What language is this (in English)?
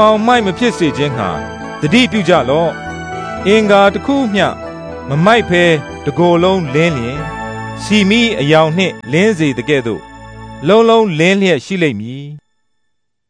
Burmese